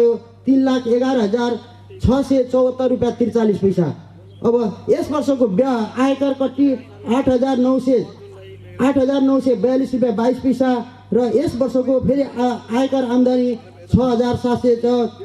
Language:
Nepali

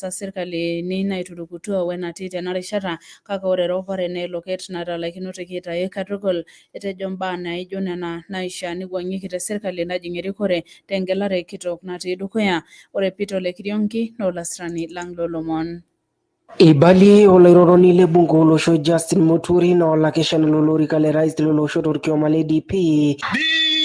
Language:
Masai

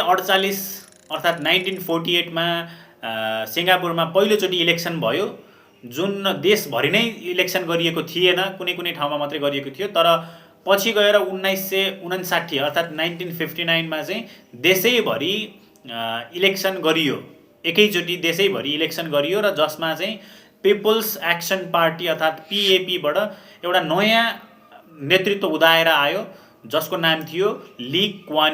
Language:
Nepali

